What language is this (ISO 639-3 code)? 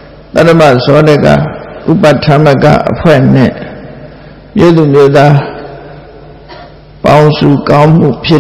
mya